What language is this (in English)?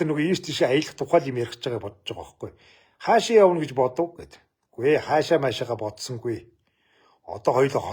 Mongolian